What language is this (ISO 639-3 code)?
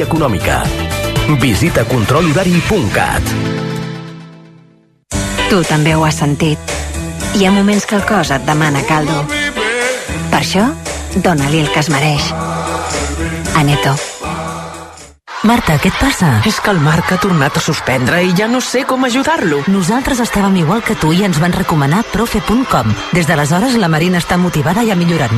cat